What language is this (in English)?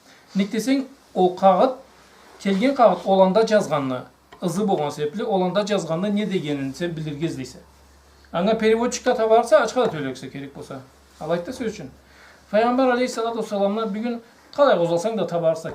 Karachay-Balkar